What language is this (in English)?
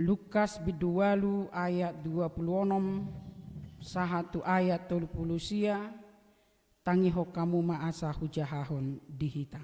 Batak Toba